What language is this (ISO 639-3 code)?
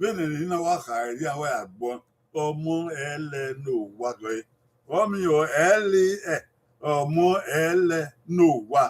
bin